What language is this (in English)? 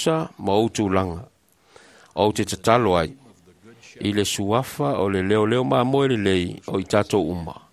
Samoan